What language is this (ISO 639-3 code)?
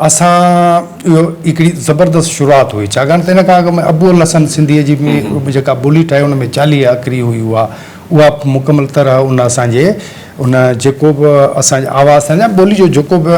snd